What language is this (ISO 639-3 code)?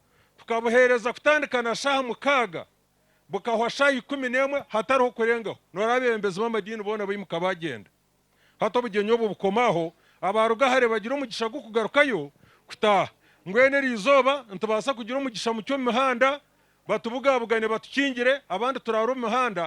nyn